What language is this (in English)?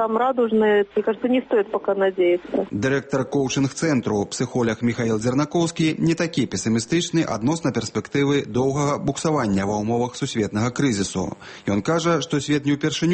Belarusian